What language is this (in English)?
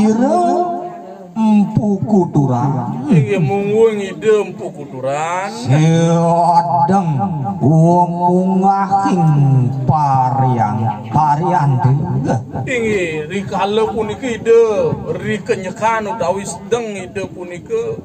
Balinese